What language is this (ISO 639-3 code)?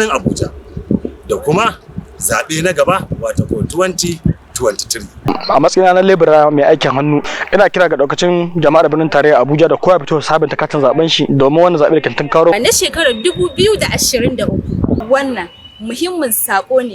hau